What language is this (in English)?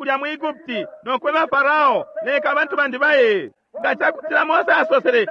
Bemba